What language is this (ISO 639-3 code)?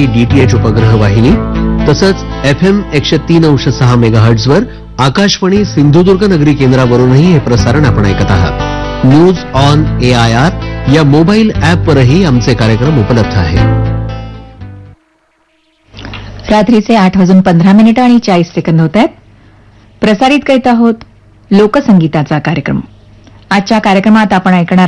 mar